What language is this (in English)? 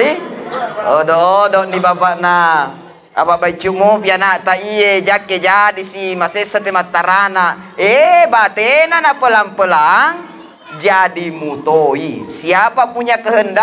Buginese